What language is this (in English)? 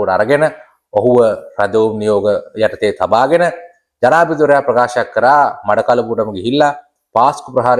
Sinhala